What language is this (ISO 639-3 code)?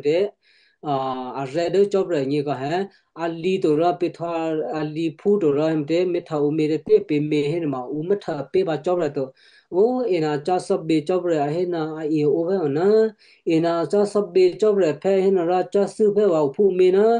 kyu